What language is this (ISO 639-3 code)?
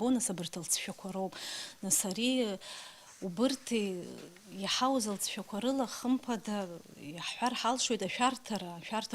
abk